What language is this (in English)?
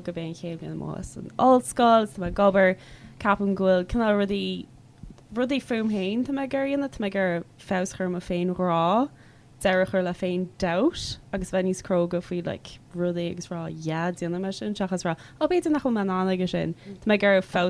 Irish